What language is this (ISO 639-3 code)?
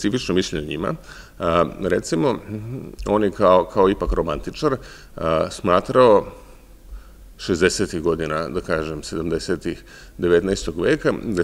srp